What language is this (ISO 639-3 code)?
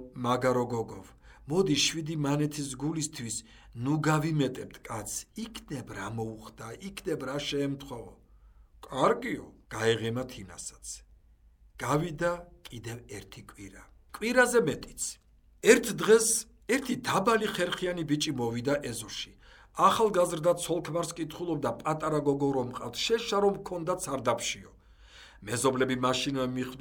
kat